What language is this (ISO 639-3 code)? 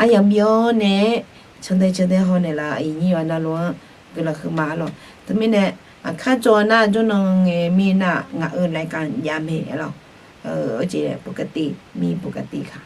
ahk